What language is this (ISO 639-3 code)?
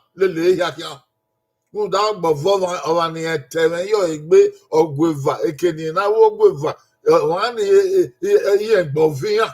bin